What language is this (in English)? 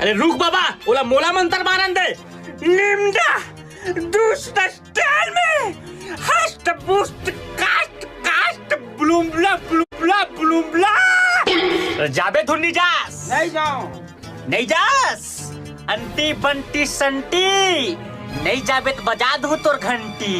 Chhattisgarhi